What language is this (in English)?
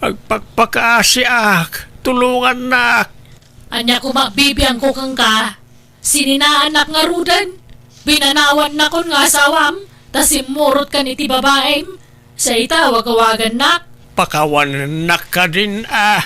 Iloko